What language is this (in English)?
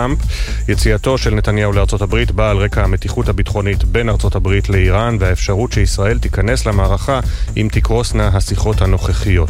Hebrew